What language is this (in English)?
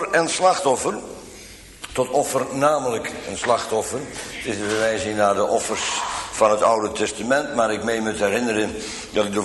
Dutch